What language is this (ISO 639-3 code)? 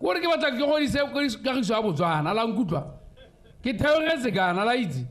tsn